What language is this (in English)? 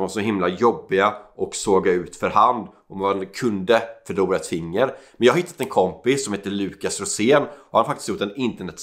Swedish